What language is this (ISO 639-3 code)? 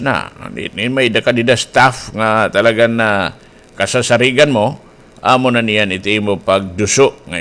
war